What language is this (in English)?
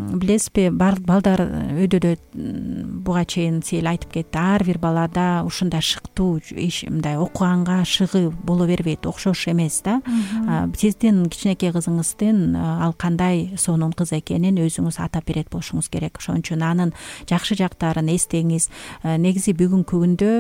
Kyrgyz